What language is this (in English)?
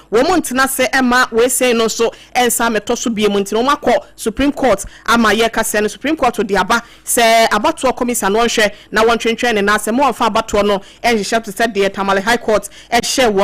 Akan